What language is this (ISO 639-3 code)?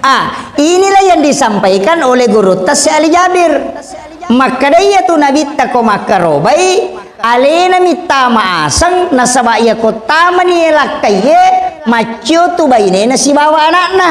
bug